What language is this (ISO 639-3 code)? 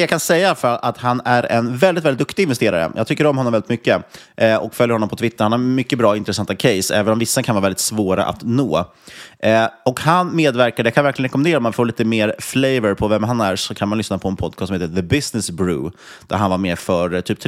swe